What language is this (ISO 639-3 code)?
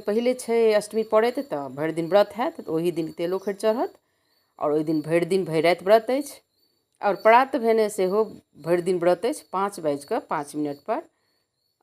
mai